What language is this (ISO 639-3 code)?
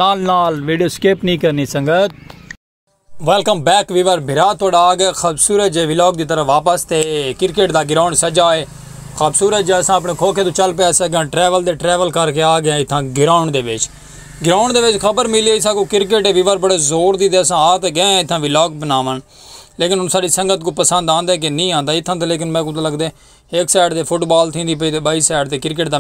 skr